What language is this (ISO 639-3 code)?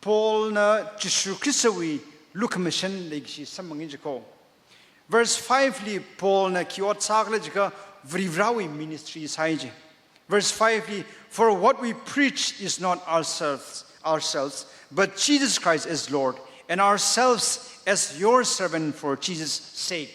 nmf